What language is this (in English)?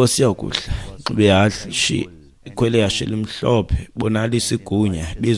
Xhosa